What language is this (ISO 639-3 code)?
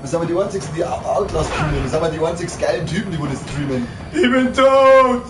bar